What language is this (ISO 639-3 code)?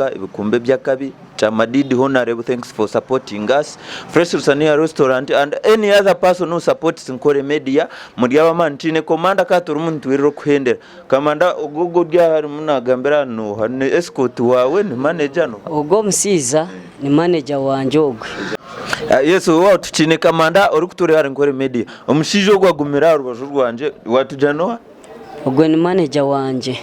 nyn